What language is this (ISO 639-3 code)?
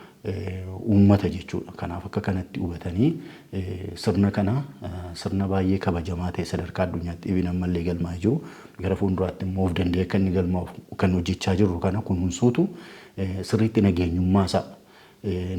orm